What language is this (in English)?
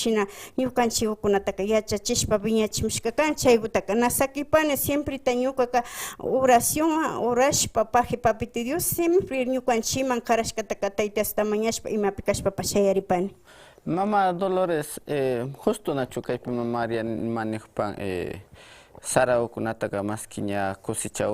Imbabura Highland Quichua